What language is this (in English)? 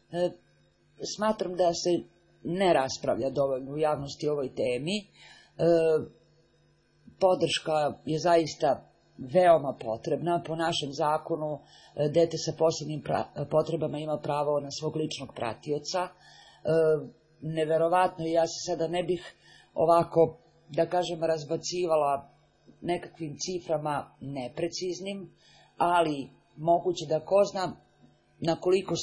Serbian